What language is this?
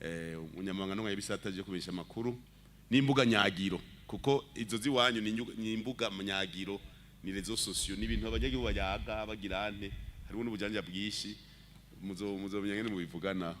Rundi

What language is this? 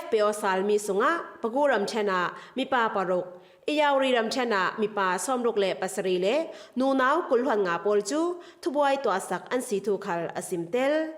Falam Chin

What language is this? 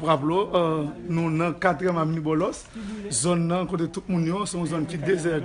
Haitian Creole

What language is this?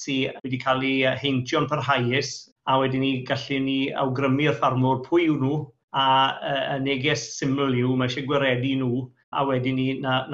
Welsh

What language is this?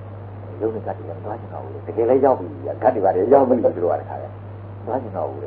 Burmese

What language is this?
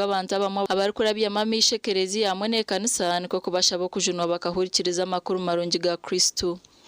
Nyankole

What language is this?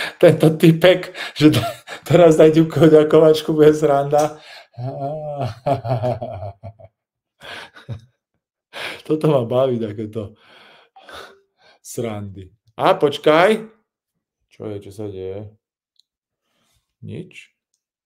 Slovak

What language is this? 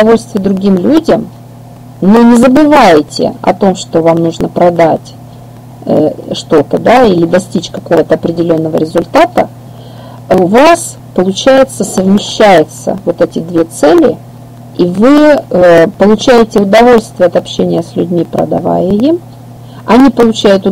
Russian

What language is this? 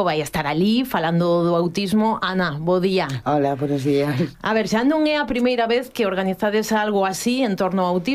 Galician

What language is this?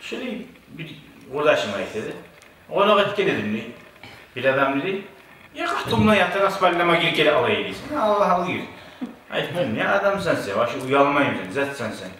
Kumyk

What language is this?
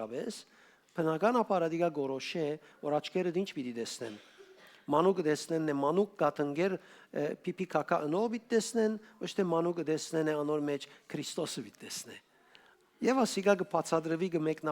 Western Armenian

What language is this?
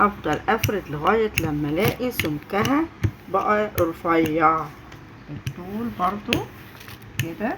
Egyptian Arabic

